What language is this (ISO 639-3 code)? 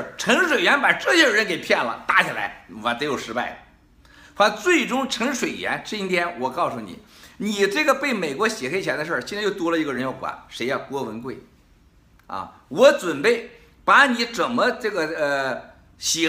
zho